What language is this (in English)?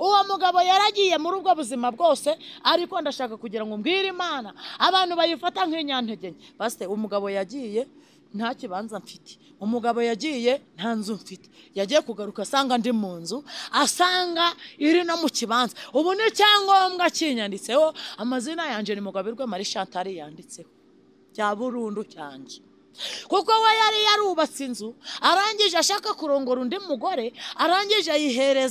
Kinyarwanda